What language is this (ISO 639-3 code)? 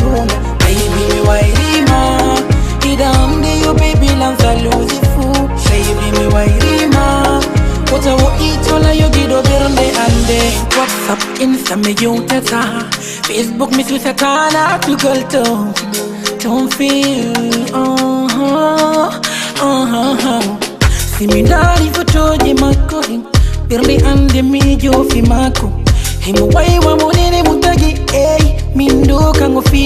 ful